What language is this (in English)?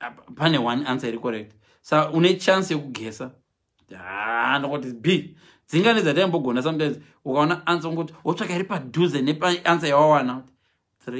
Shona